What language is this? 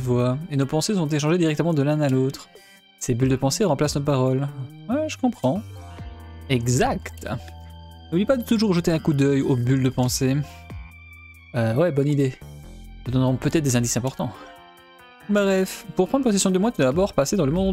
French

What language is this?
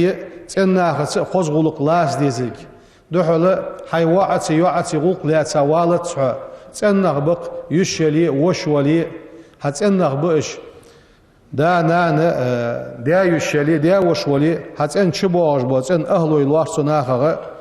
Ingush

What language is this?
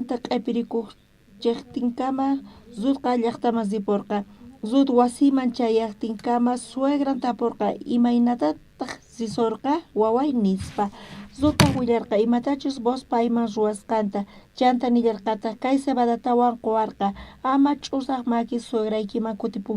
South Bolivian Quechua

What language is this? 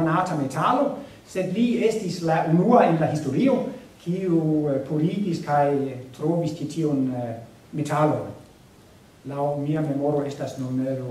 Esperanto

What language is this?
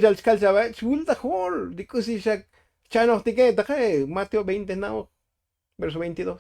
Tzotzil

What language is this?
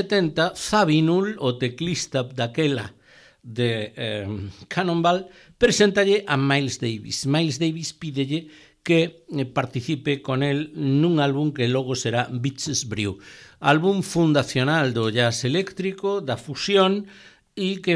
Galician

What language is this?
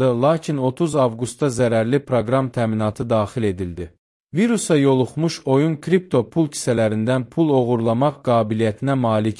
Azerbaijani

